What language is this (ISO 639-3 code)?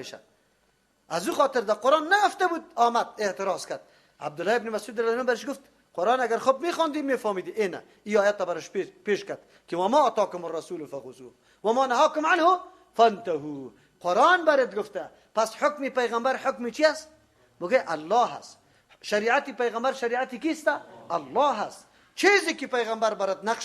fas